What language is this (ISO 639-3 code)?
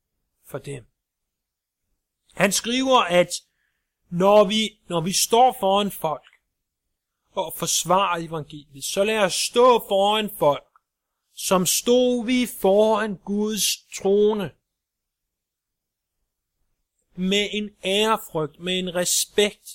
dan